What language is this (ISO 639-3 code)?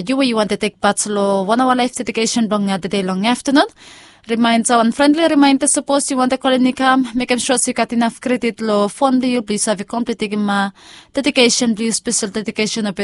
bis